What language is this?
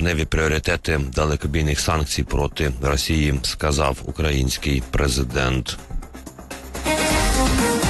Ukrainian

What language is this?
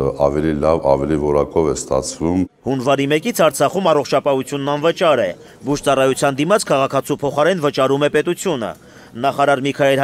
Armenian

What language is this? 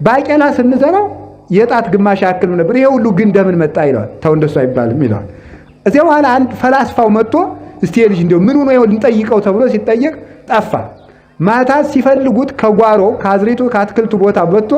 Amharic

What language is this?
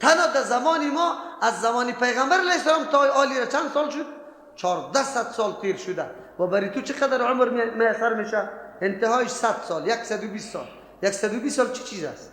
Persian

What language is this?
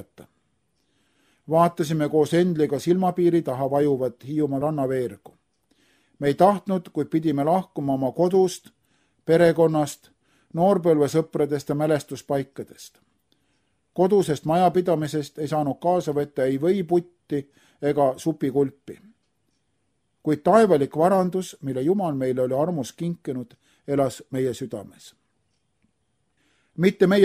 Estonian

